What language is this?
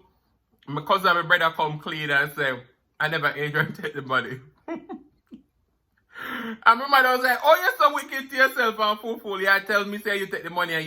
Jamaican Creole English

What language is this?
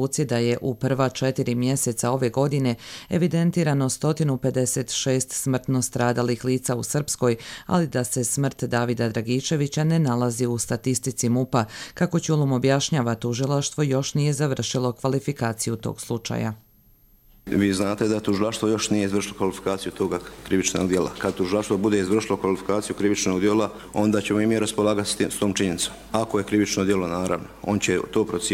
Croatian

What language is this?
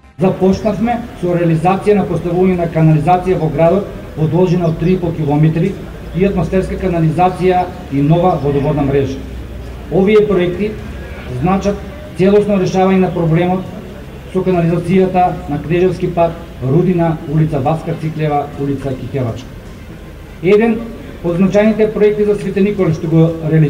Macedonian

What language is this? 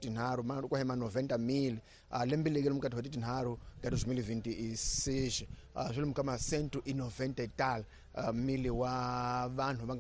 Tsonga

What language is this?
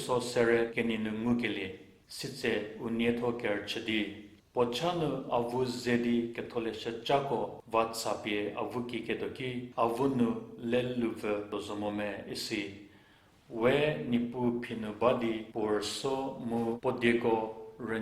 Angami Naga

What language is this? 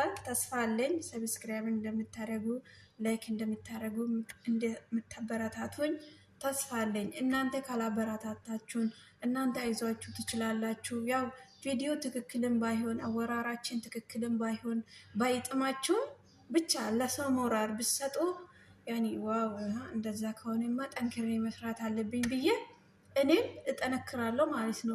Amharic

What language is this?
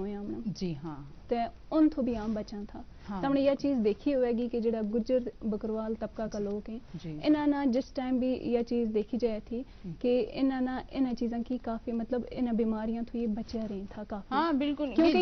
Gujari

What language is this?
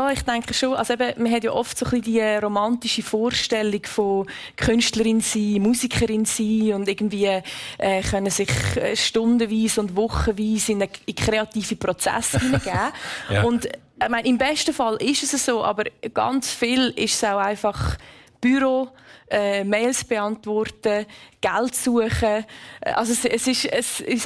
Swiss German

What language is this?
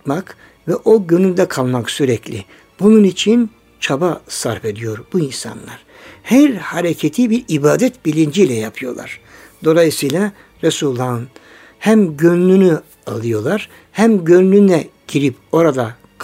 Turkish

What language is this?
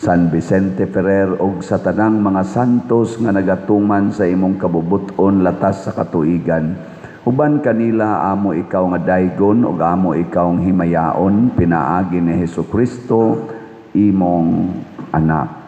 Cebuano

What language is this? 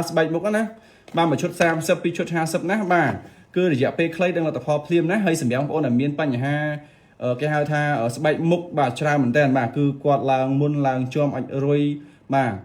Khmer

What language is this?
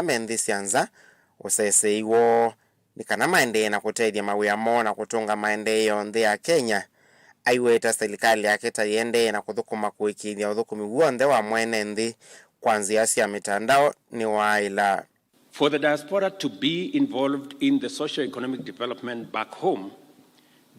Kamba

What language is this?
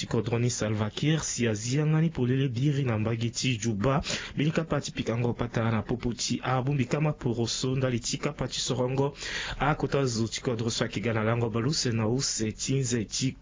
Sango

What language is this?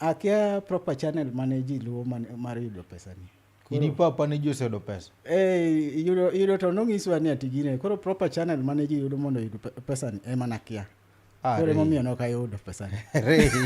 Luo (Kenya and Tanzania)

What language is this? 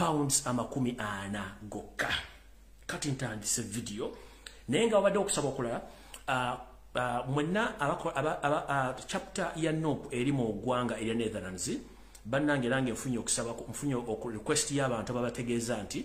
Ganda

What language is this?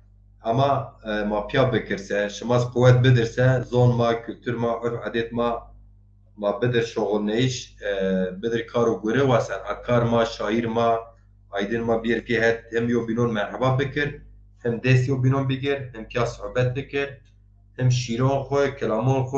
Zaza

